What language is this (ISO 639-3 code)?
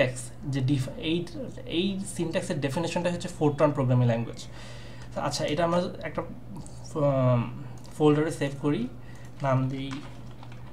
ben